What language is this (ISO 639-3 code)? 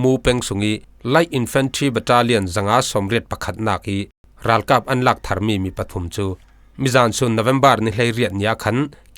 cfm